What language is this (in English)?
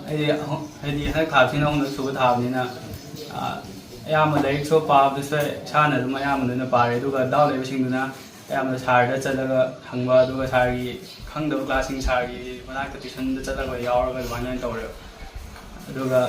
Manipuri